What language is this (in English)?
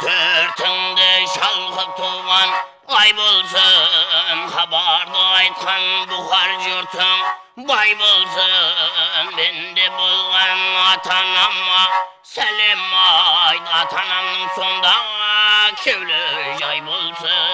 Kara-Kalpak